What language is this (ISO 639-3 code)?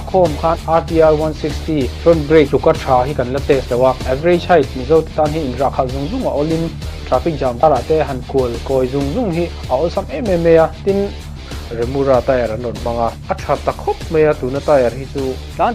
lus